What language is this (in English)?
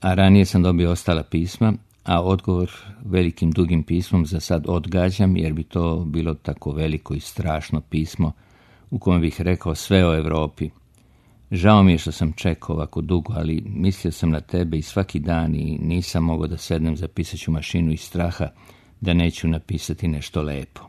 Serbian